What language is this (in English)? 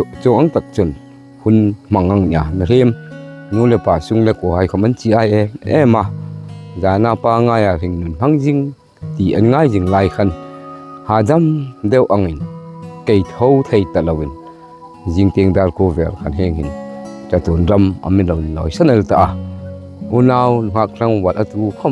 Hmar